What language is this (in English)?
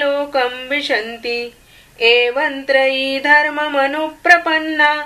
Sanskrit